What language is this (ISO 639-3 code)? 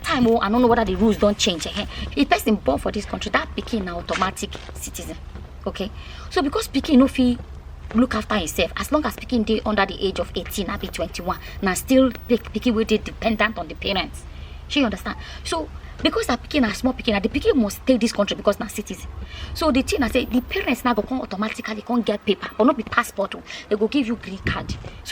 pcm